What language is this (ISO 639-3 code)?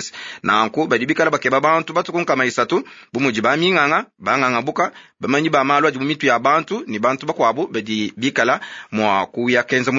lua